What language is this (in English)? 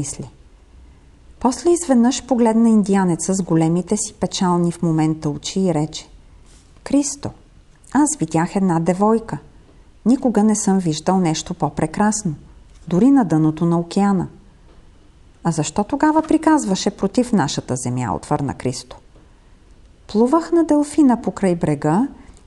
Bulgarian